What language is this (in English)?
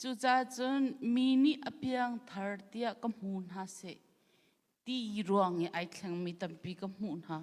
Hakha Chin